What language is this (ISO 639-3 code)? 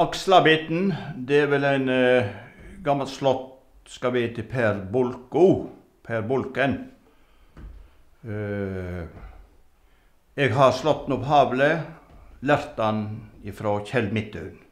nor